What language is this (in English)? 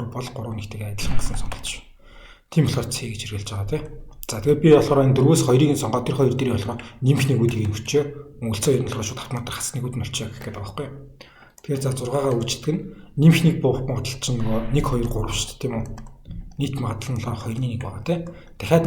Mongolian